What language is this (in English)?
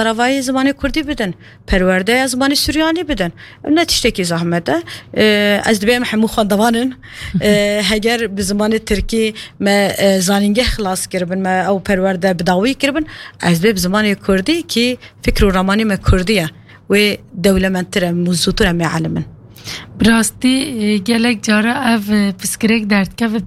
Kurdish